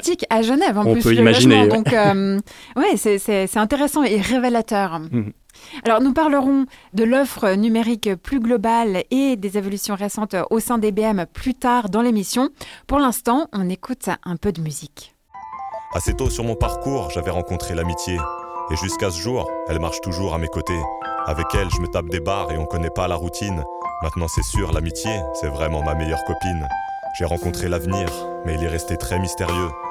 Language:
French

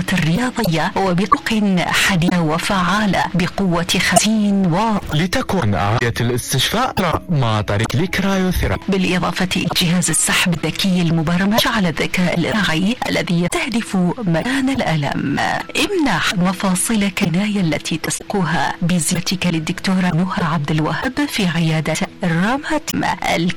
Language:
Mesopotamian Arabic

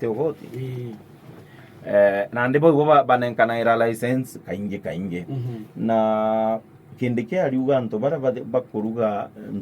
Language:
Meru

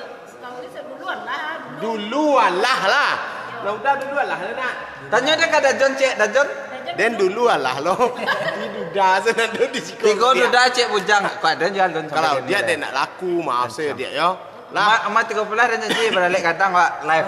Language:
Minangkabau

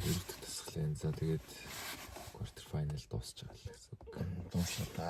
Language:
Mongolian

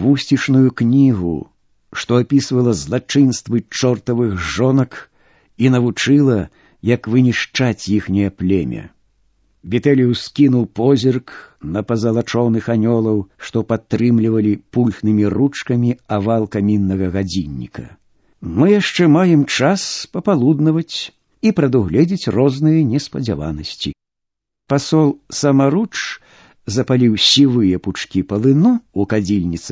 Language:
Belarusian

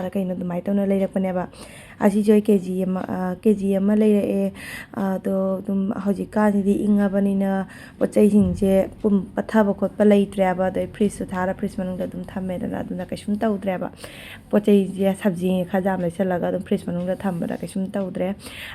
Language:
Manipuri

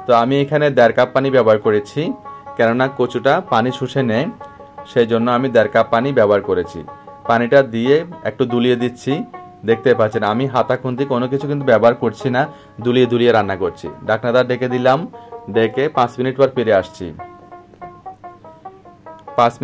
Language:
Bangla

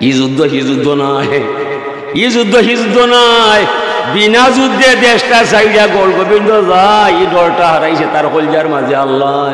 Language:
Sylheti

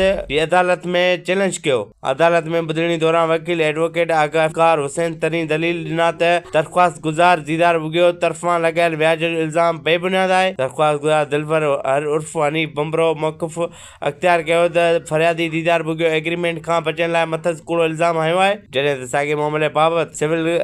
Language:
Sindhi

